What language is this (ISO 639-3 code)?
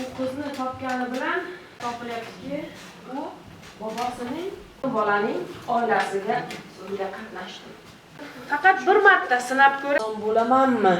uzb